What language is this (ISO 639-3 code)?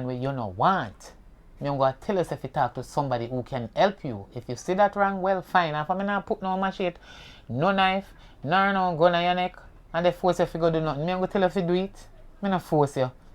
jam